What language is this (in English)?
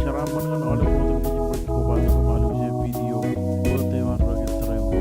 Marshallese